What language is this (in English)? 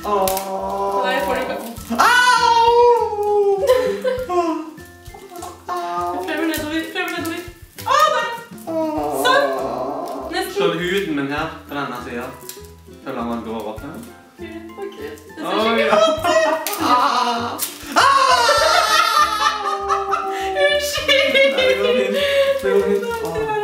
Norwegian